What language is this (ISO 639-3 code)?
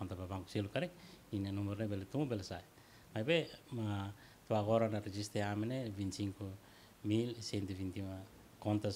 tet